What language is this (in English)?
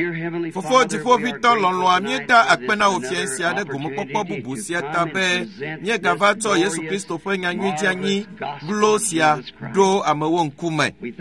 Ewe